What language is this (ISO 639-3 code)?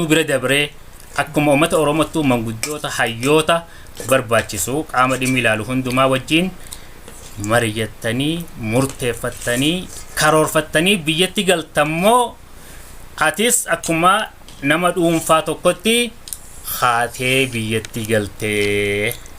orm